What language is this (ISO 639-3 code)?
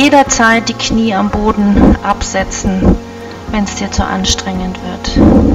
deu